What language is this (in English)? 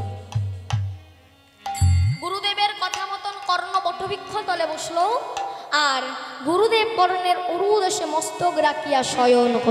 Bangla